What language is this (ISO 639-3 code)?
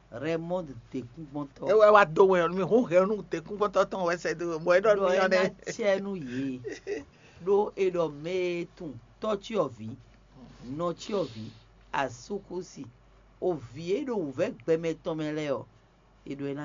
fon